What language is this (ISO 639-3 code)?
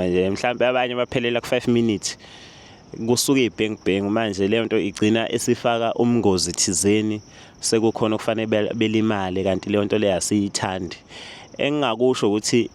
zul